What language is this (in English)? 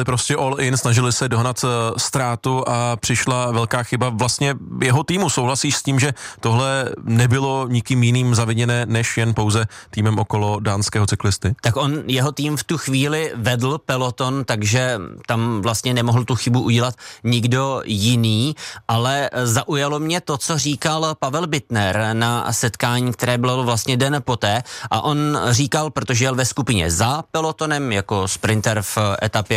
Czech